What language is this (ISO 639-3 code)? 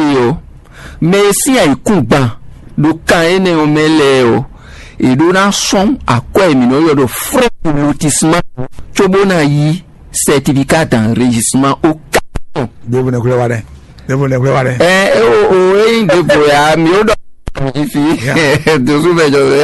fon